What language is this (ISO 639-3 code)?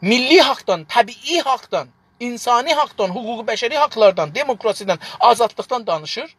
azb